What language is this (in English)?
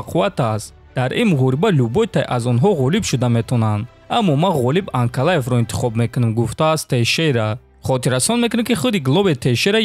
Tajik